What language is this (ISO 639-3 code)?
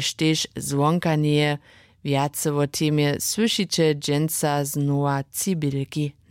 hsb